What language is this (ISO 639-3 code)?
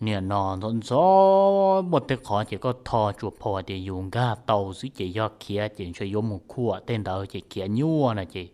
hmn